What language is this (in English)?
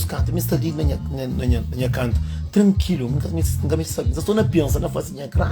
Kabuverdianu